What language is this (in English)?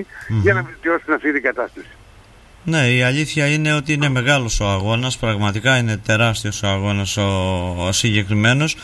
Greek